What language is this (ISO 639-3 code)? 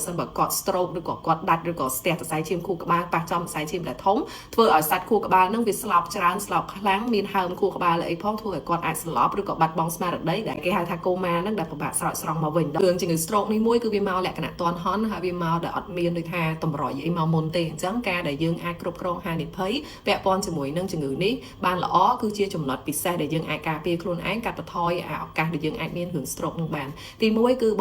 khm